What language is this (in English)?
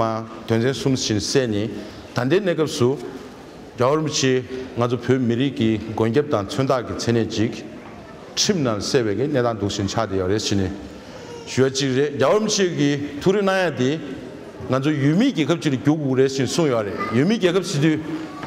Tibetan